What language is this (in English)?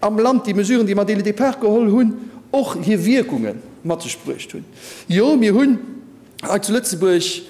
Luxembourgish